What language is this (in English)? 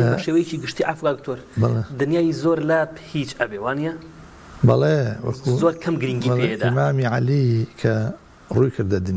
Central Kurdish